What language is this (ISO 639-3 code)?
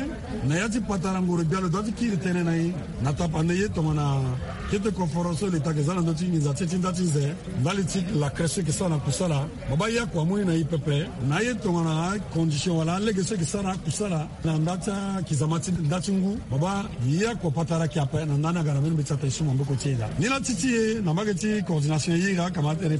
sag